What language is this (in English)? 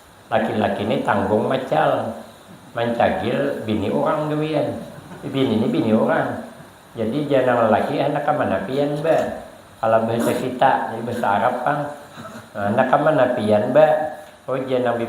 Banjar